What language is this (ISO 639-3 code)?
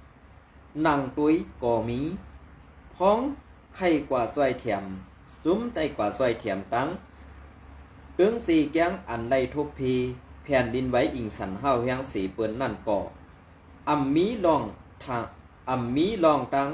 shn